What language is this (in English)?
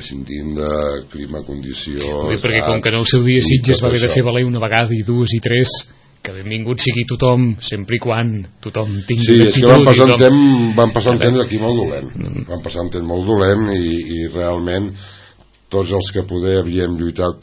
Catalan